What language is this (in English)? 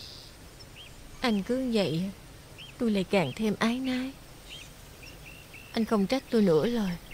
Vietnamese